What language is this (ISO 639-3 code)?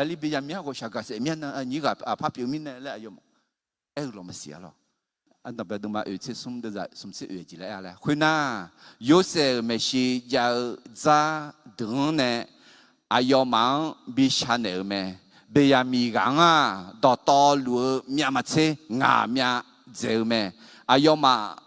ahk